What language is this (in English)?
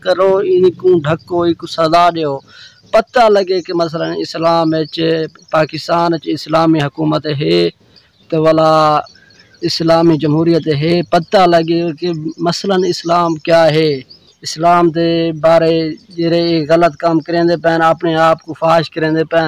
Saraiki